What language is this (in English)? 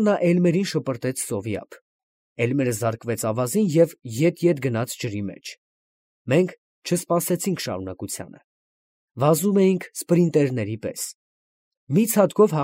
Armenian